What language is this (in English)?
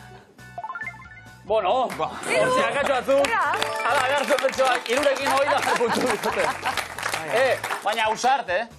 Basque